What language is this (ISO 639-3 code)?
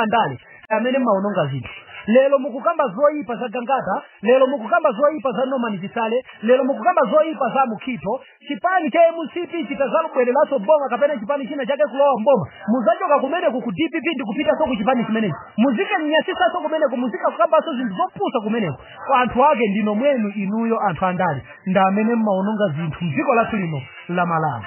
nya